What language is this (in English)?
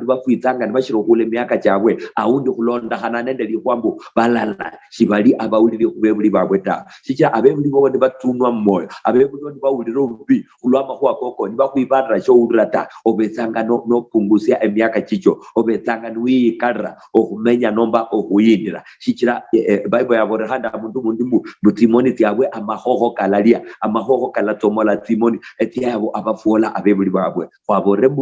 Luyia